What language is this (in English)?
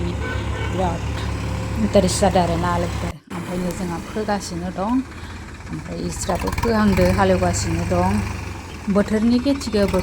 Bodo